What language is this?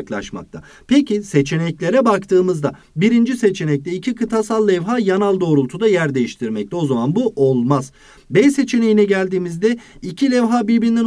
Turkish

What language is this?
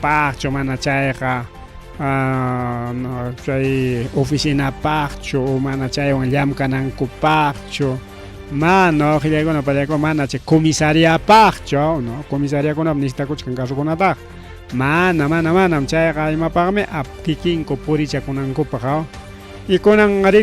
Ayacucho Quechua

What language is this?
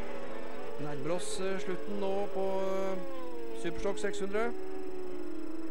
Norwegian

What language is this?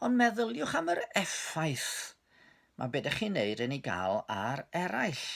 Welsh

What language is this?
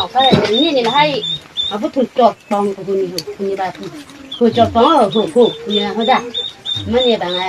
Karbi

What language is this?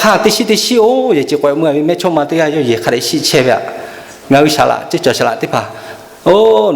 Lahu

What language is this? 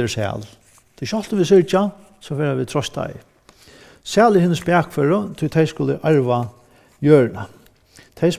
Faroese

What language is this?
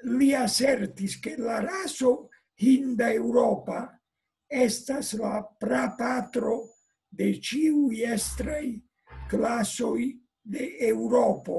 Esperanto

